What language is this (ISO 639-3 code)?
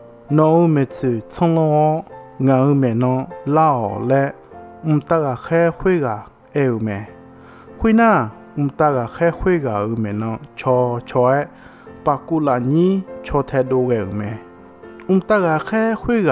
ahk